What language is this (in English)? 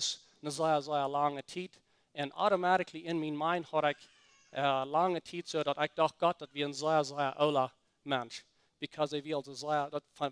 Plautdietsch